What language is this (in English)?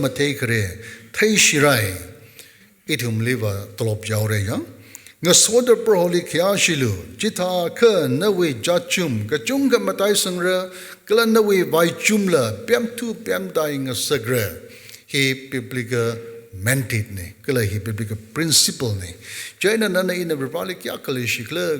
Tangkhul Naga (India)